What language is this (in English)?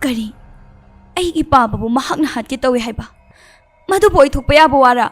Manipuri